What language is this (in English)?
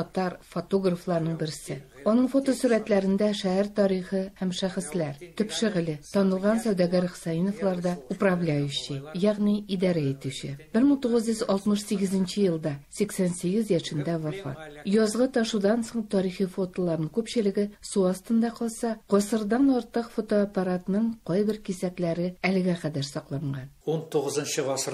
Tatar